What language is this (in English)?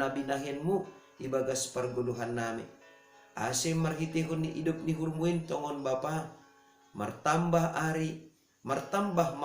Batak Simalungun